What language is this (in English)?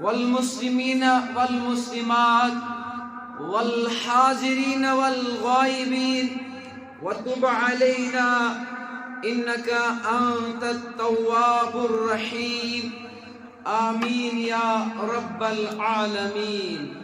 Kashmiri